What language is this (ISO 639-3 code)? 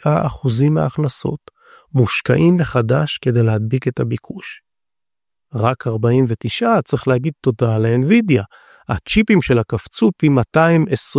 heb